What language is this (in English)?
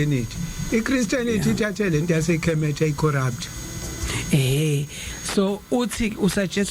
Zulu